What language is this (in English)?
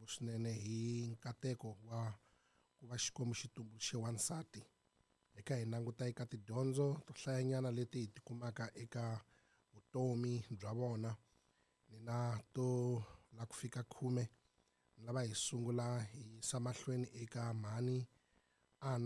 Tsonga